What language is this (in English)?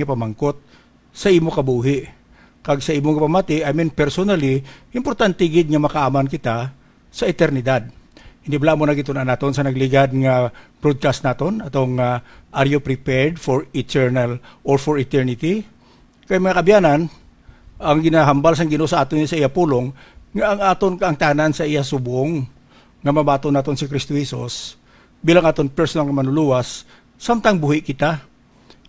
Hiligaynon